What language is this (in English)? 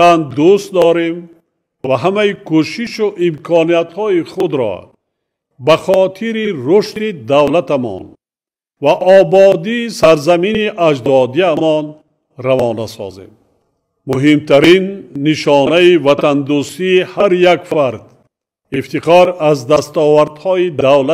Tajik